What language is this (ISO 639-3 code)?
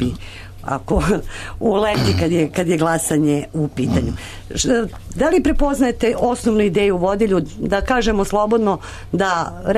srp